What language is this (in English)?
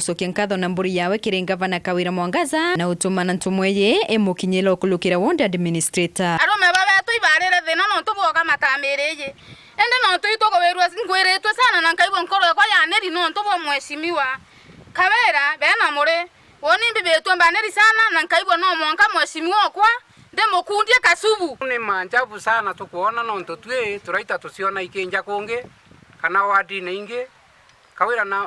Meru